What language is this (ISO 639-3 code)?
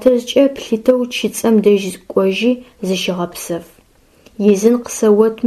ady